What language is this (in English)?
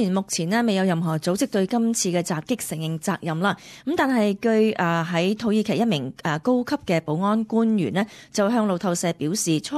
Cantonese